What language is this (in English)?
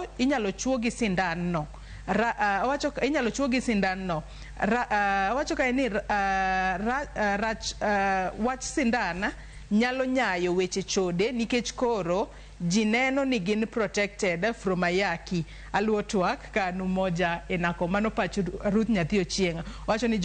Luo (Kenya and Tanzania)